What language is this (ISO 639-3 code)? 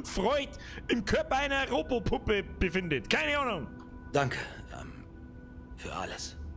bar